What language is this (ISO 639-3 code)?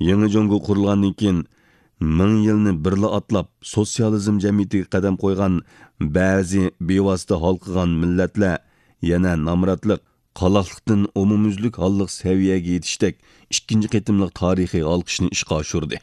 uig